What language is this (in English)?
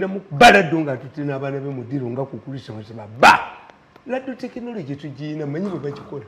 Ganda